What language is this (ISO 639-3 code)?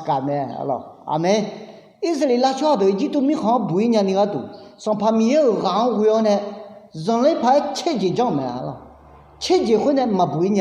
ahk